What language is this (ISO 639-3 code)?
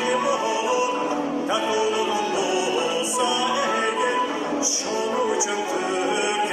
kum